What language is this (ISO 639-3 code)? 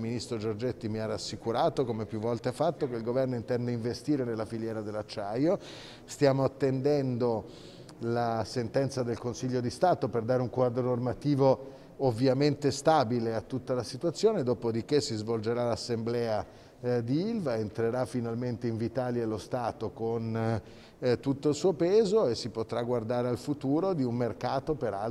ita